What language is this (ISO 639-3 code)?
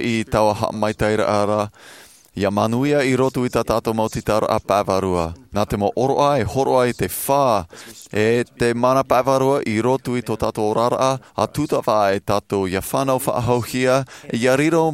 tah